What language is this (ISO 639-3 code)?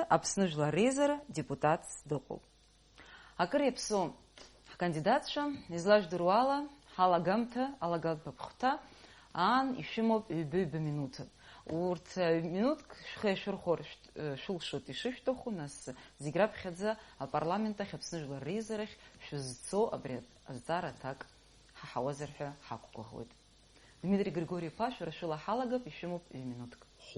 abk